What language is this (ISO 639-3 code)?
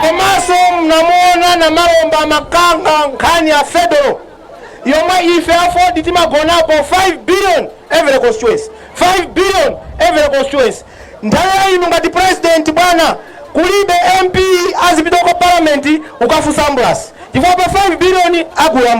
nya